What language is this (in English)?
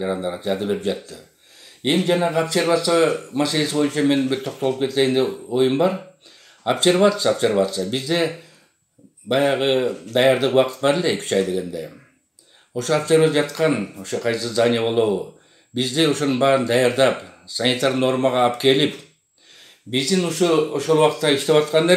Kyrgyz